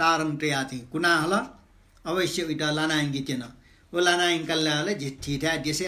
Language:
Newari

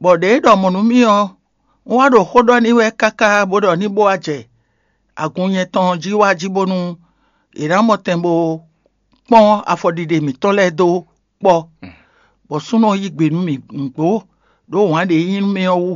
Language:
Fon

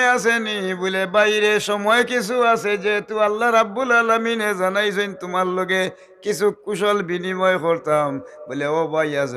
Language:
Sylheti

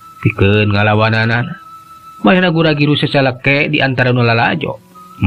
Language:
Sundanese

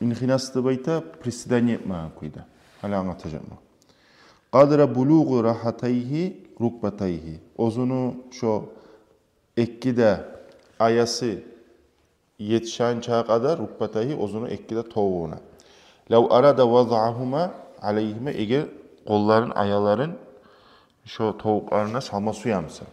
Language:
Kumyk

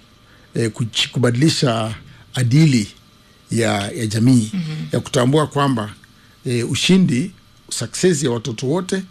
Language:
Swahili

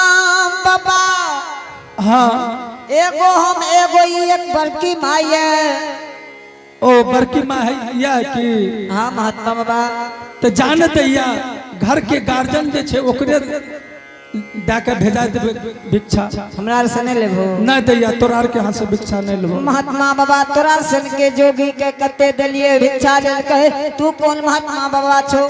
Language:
Angika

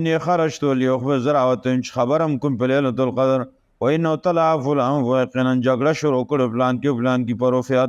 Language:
Pashto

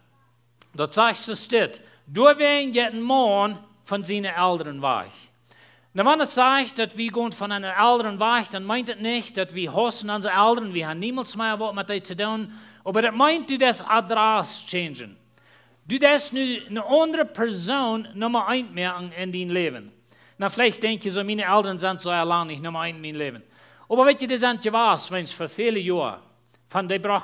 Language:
Plautdietsch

